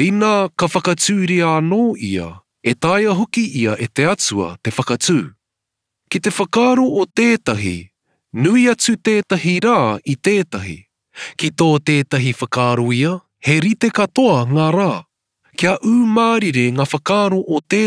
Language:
Māori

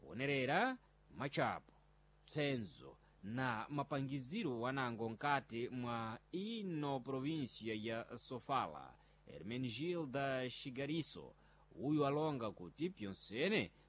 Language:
Sena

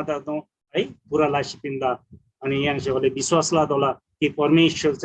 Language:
Eastern Tamang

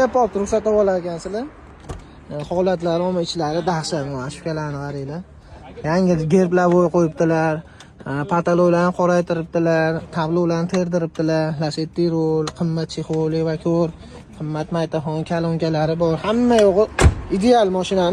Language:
Uzbek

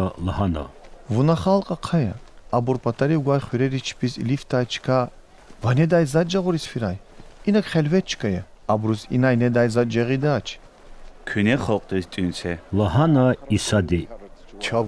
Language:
Lezghian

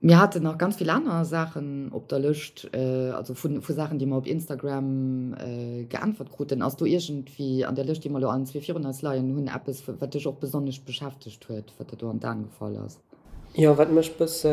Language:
Luxembourgish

